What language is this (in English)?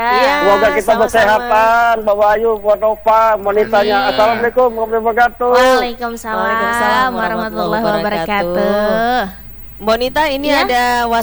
Indonesian